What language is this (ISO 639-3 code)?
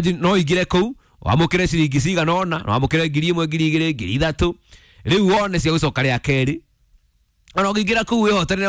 kik